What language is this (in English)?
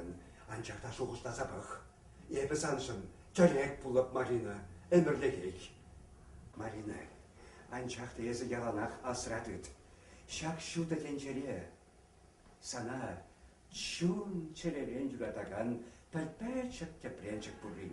Chuvash